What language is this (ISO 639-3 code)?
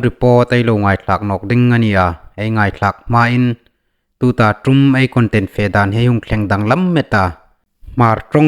hmr